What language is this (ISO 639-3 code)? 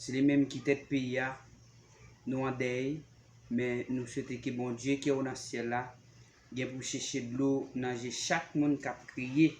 hat